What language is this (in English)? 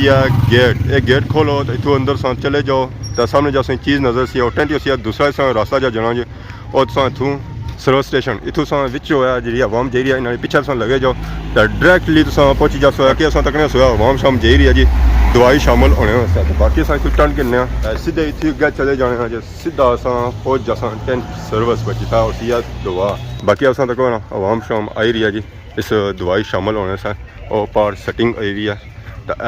Pahari-Potwari